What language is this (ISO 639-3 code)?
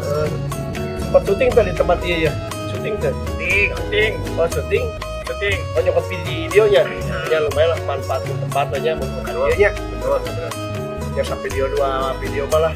sun